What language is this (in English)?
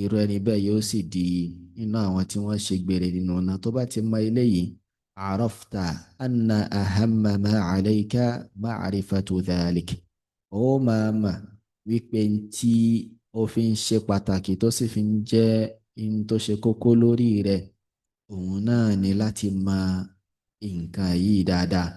Yoruba